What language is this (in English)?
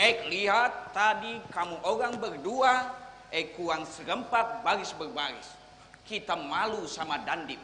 Banjar